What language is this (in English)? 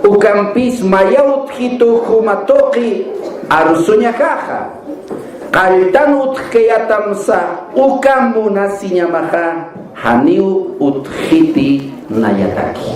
Aymara